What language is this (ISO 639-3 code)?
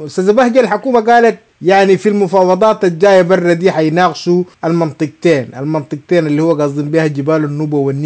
apd